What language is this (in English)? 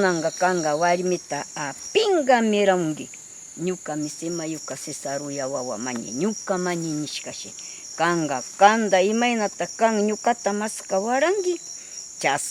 Northern Pastaza Quichua